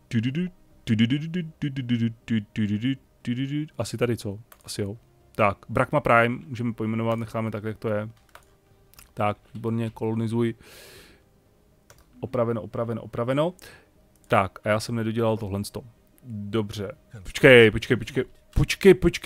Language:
Czech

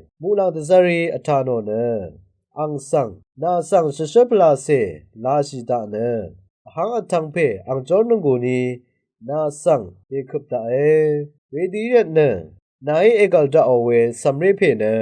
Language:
Rawang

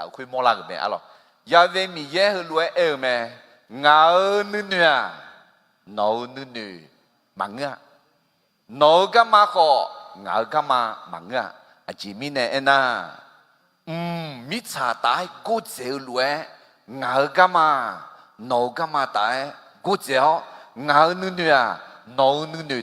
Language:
Akha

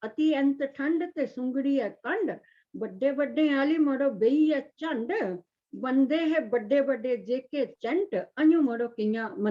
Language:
Dogri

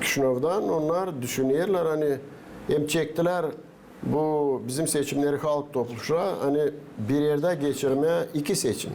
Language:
Gagauz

